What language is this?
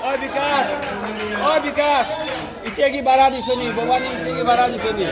Manipuri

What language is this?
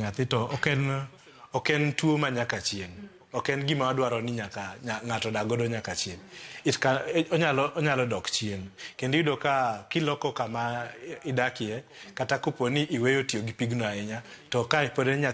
Luo (Kenya and Tanzania)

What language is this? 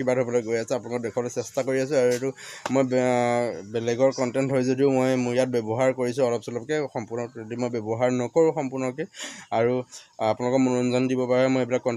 Assamese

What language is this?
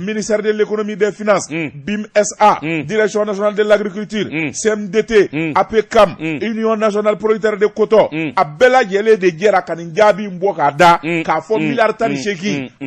Bambara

